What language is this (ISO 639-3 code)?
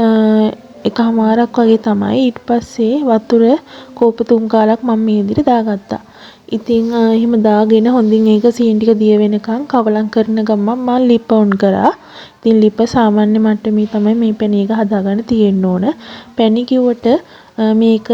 sin